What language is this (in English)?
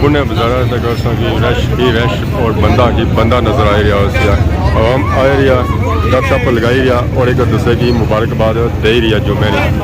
Pahari-Potwari